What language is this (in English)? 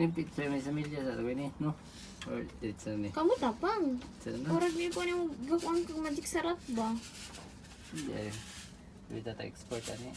Cebuano